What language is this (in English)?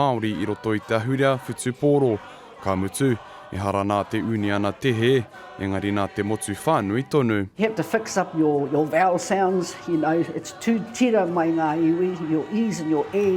Māori